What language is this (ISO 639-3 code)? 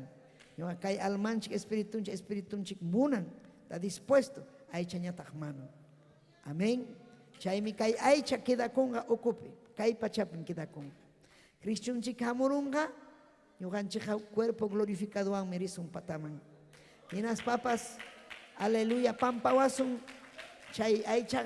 quy